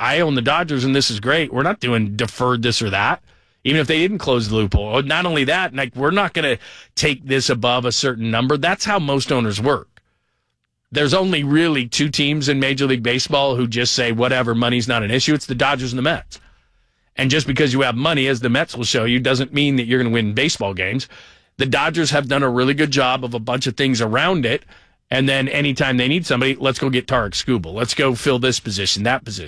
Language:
English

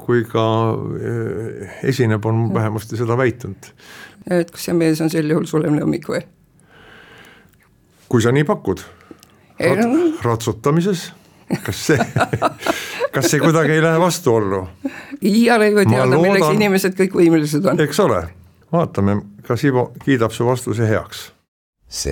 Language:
Estonian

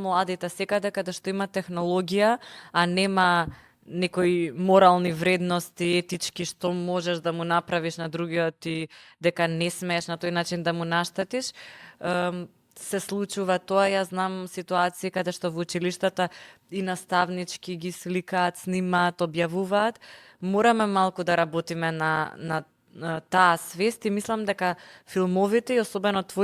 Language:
Macedonian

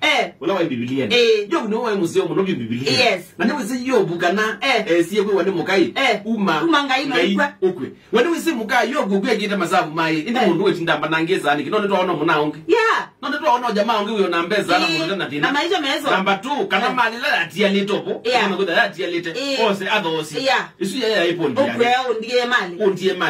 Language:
Kamba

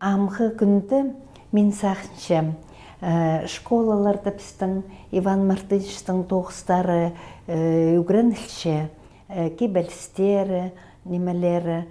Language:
Khakas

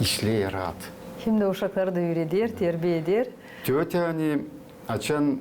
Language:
Gagauz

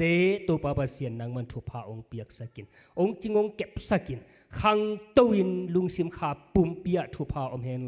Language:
Tedim Chin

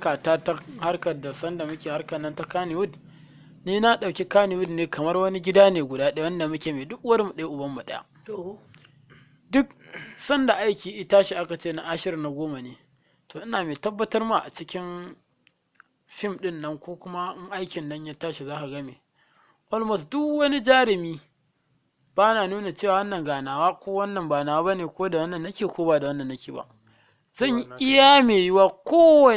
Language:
Hausa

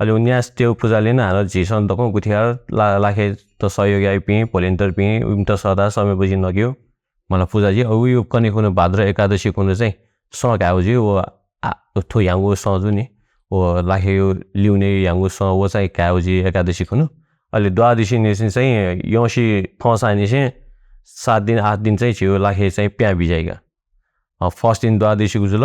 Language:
Newari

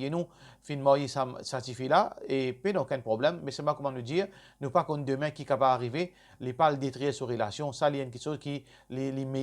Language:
Morisyen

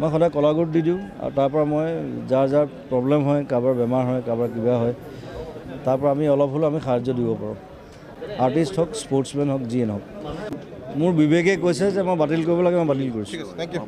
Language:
Assamese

